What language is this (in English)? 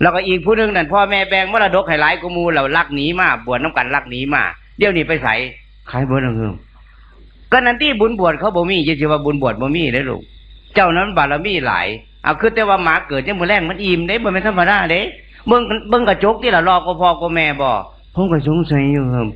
Northeastern Thai